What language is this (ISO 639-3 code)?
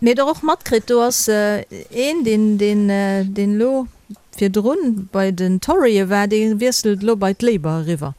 ltz